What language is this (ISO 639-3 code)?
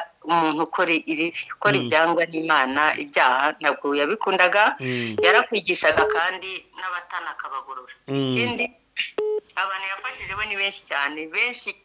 kin